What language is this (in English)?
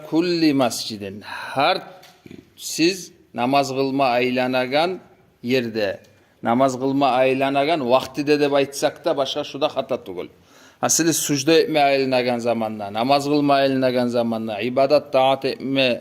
Kumyk